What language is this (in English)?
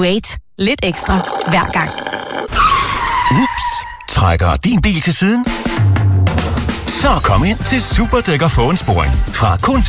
Danish